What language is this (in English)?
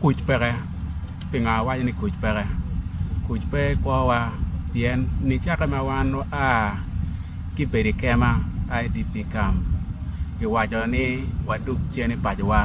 Acoli